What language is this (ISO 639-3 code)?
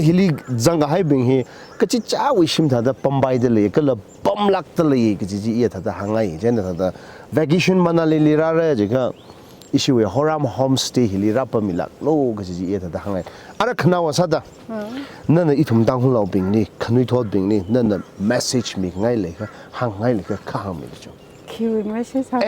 nmf